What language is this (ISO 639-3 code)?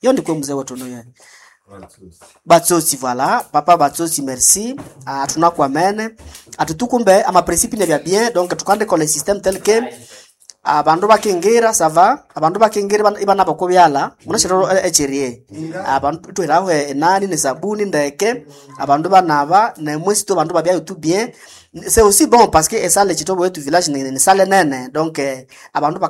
swa